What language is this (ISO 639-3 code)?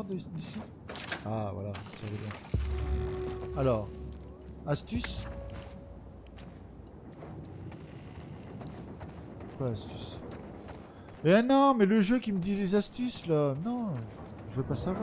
fra